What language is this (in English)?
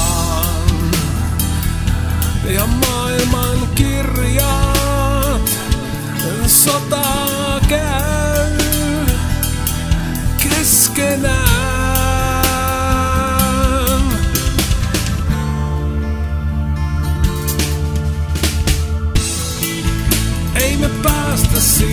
Finnish